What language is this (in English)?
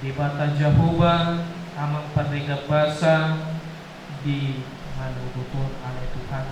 Batak Toba